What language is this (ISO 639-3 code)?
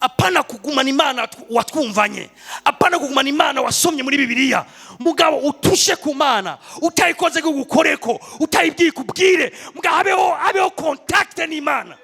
run